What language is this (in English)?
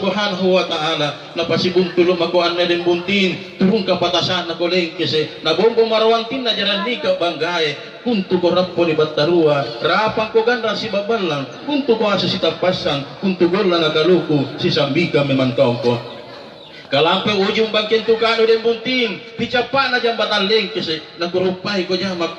Makasar